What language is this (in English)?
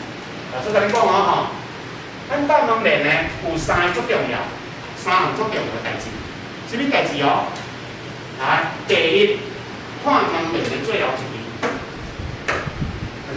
Min Nan Chinese